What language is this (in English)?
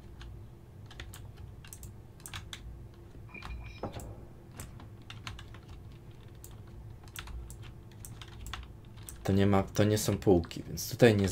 Polish